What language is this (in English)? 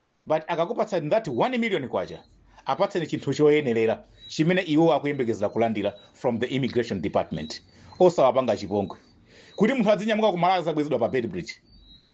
Nyanja